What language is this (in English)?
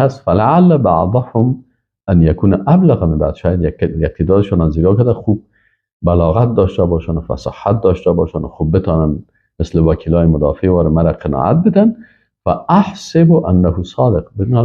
Persian